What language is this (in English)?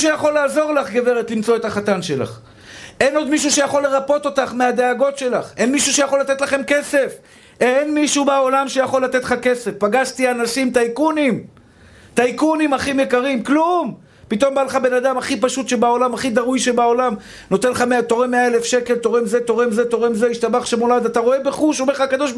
Hebrew